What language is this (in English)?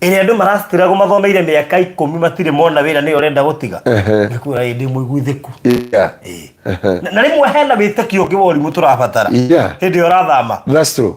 Kikuyu